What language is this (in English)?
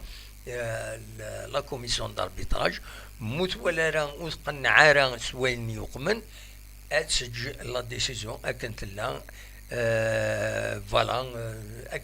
Kabyle